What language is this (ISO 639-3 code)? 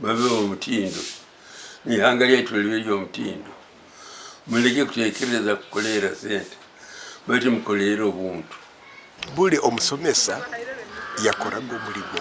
nyn